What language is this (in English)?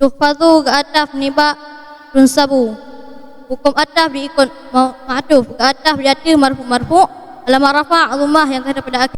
Achinese